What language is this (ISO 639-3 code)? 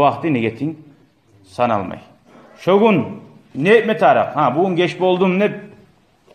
kum